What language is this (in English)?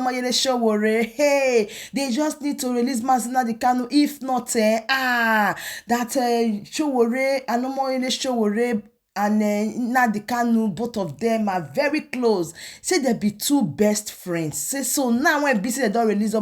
Nigerian Pidgin